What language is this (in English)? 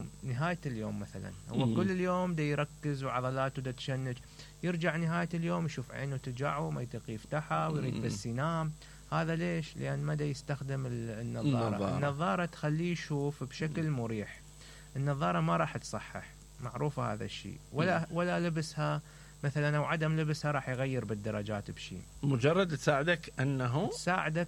Mesopotamian Arabic